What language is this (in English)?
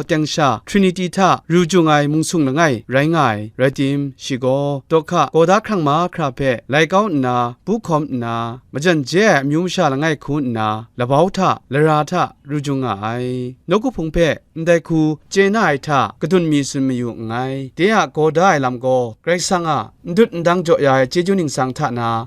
Kachin